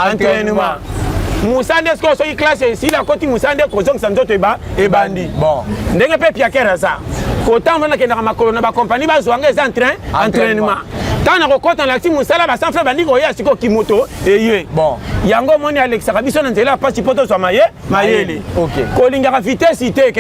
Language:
Lingala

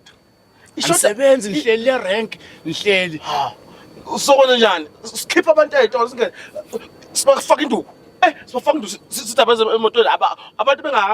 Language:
Zulu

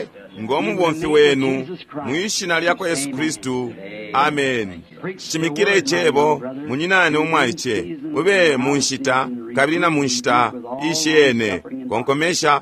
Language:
Bemba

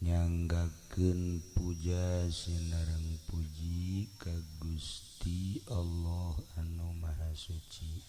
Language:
Sundanese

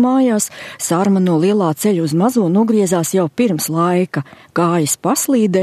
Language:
Latvian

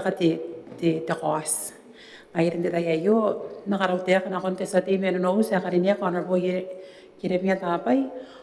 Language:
Gilbertese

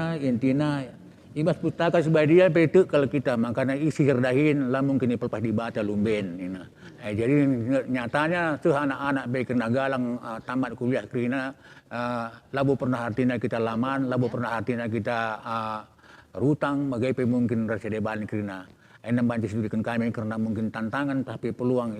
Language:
Batak Karo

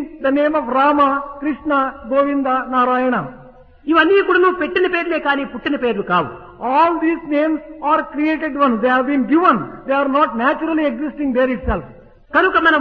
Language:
Telugu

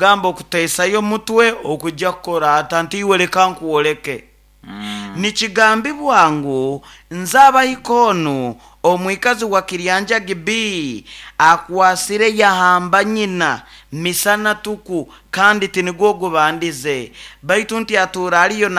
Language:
Nyoro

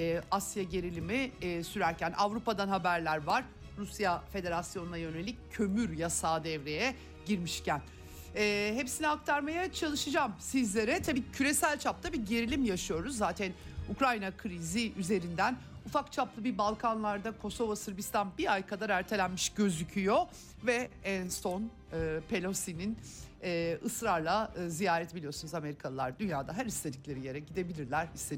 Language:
Turkish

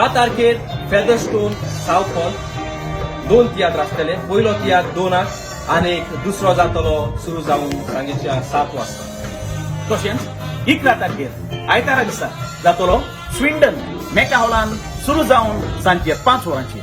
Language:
Konkani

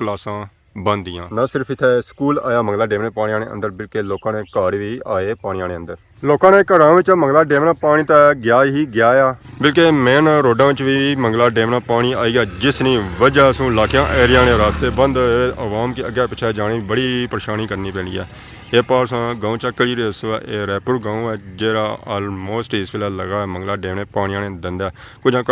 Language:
Pahari-Potwari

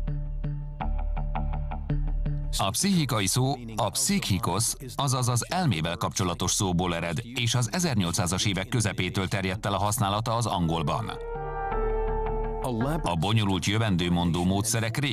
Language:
Hungarian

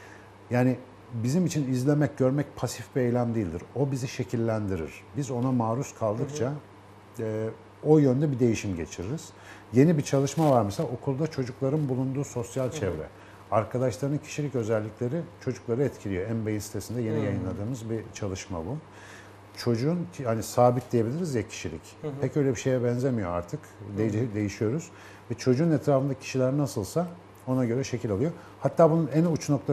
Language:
Turkish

